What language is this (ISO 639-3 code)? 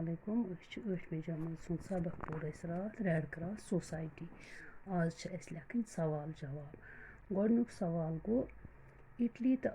kas